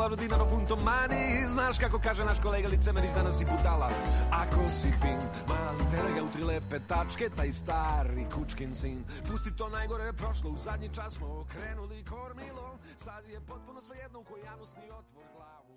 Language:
Serbian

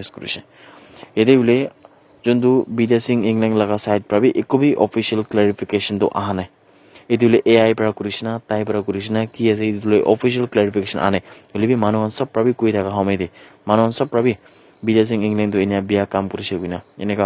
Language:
Naga Pidgin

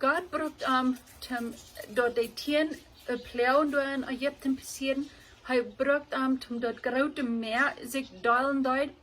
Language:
Plautdietsch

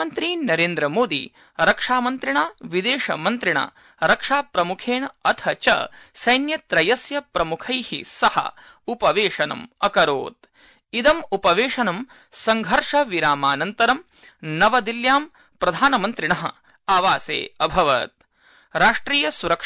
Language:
Sanskrit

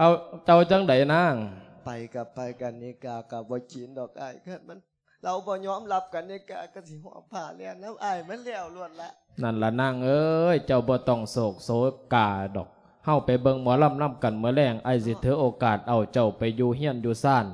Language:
Lao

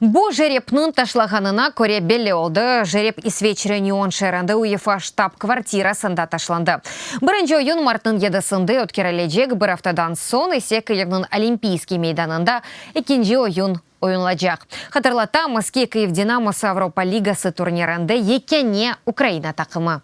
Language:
Crimean Tatar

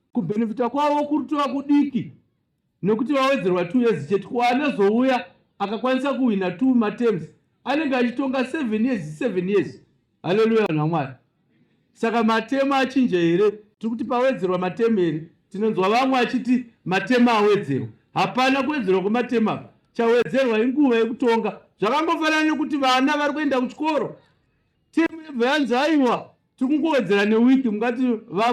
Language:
Shona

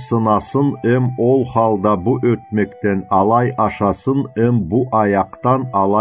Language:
Karachay-Balkar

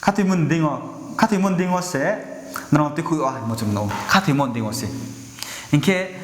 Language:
Riang (India)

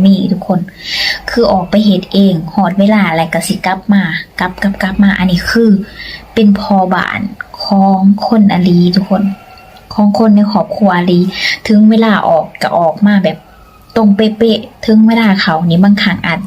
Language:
Lao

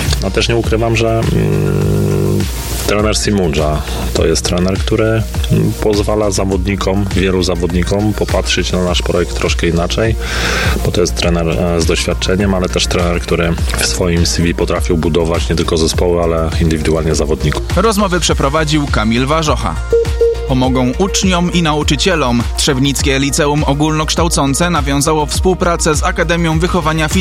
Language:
Polish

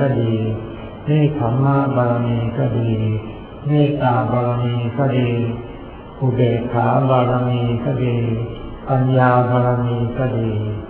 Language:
Thai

